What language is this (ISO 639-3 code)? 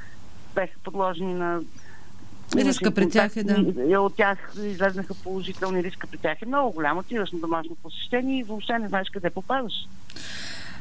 bul